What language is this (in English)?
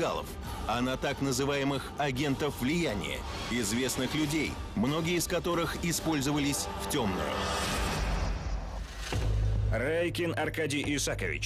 Russian